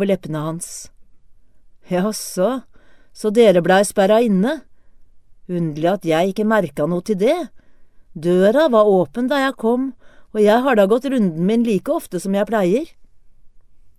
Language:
Norwegian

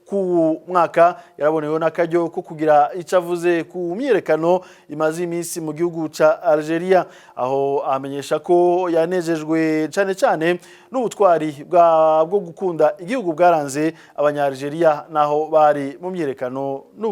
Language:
Rundi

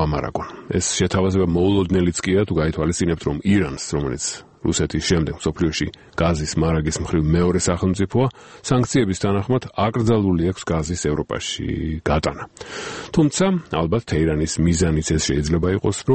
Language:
Georgian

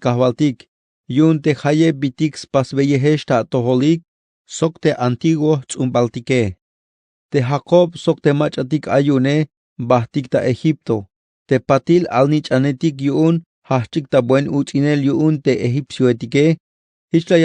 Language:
Tzeltal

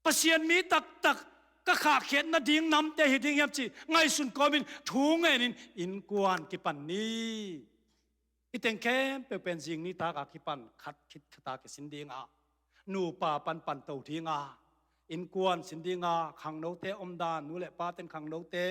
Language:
Tedim Chin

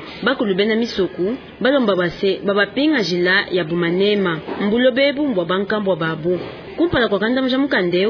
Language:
Luba-Lulua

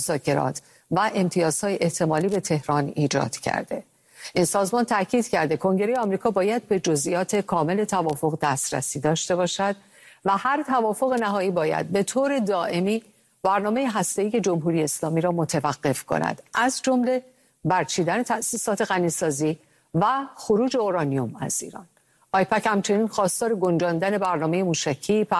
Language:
Persian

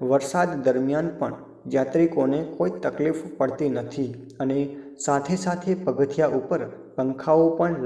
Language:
Gujarati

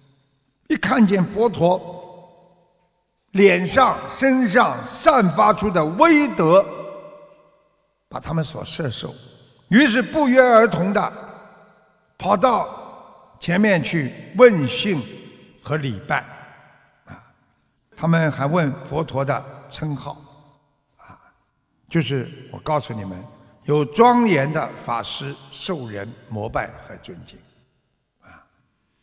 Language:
Chinese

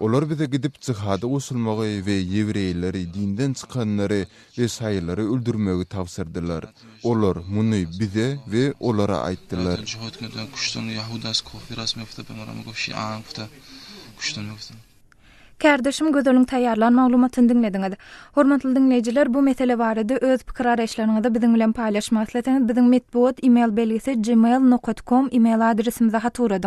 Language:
Turkmen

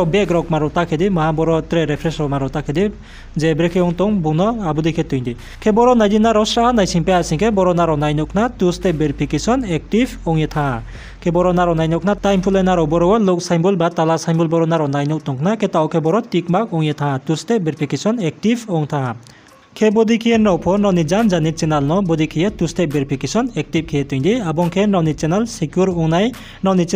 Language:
Riang (India)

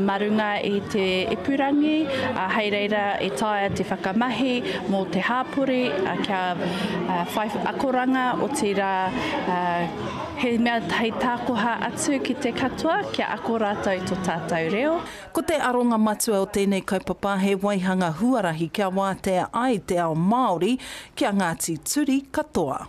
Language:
Māori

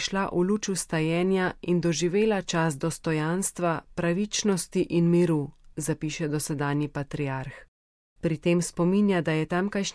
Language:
Slovenian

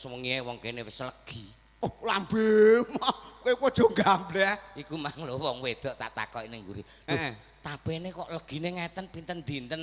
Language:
Javanese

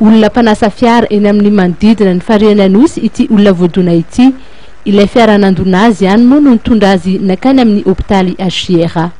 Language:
Malagasy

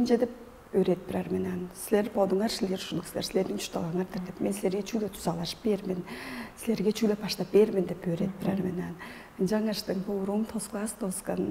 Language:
Tuvinian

